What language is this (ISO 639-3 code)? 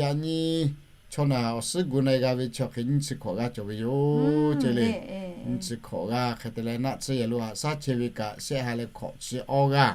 lhu